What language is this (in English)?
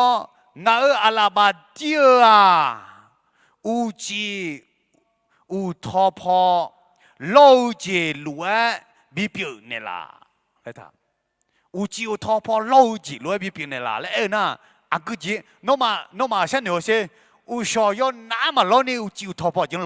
Akha